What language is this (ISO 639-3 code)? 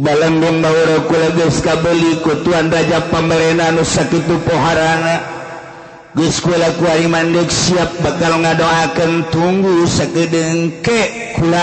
sun